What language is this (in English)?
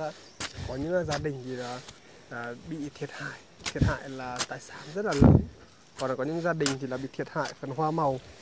Vietnamese